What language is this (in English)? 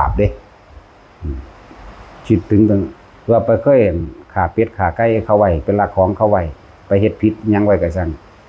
Northeastern Thai